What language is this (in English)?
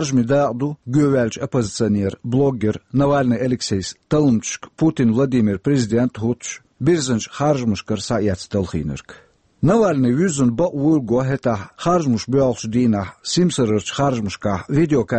Chechen